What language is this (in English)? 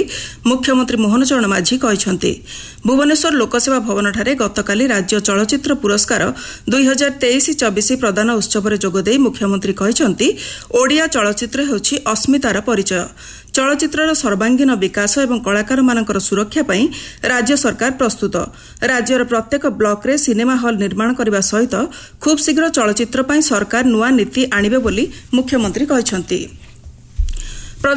Odia